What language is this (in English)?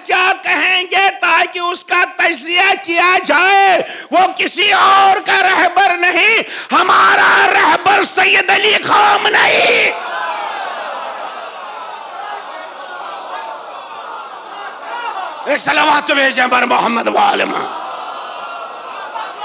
Urdu